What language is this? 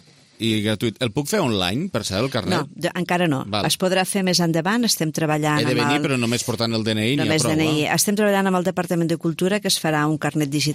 Catalan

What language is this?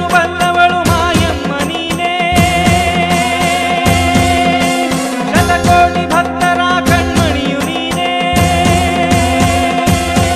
Kannada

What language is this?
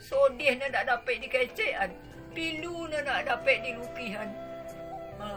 Minangkabau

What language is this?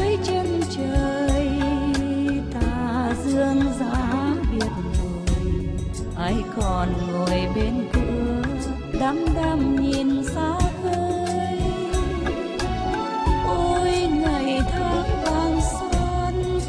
Vietnamese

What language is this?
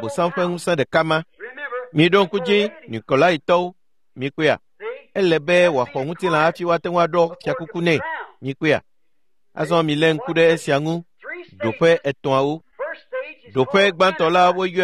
Ewe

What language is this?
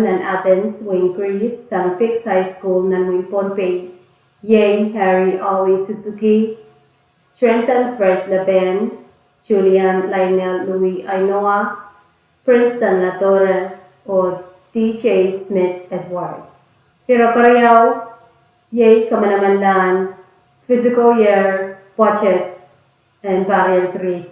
Pohnpeian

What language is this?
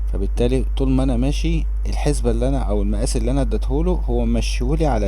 Egyptian Arabic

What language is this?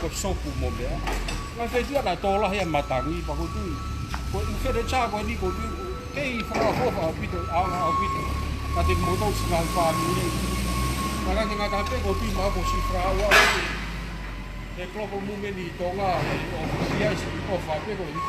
Tongan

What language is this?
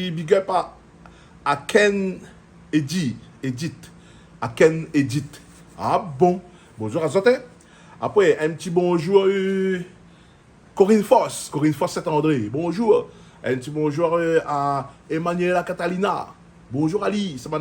Réunion Creole French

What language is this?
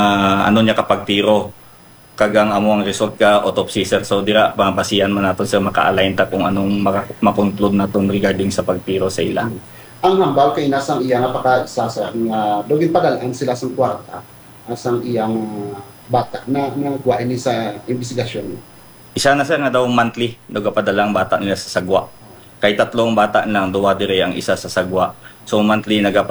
Hiligaynon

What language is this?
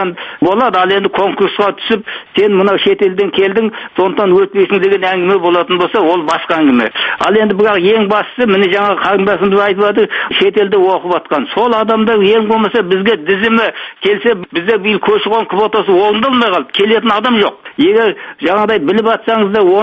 Kazakh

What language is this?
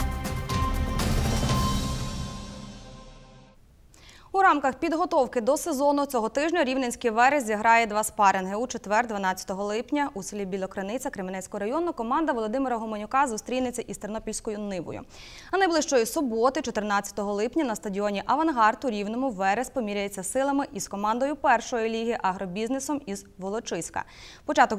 Ukrainian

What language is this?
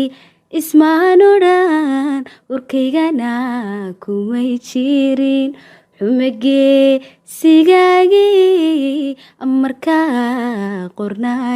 Somali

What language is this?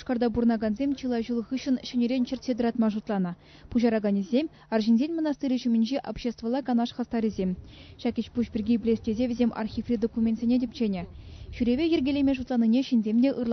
Chuvash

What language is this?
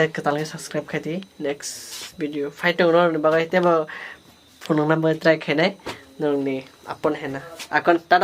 Kok Borok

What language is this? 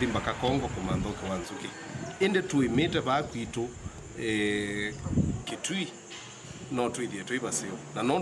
Kamba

